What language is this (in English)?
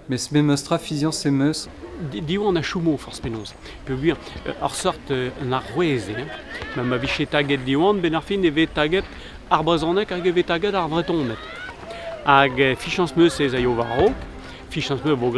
Breton